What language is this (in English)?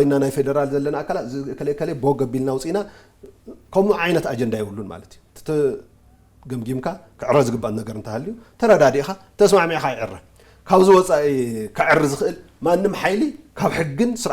Tigrinya